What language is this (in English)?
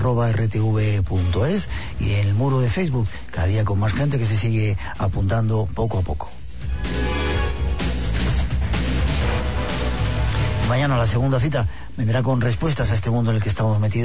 Spanish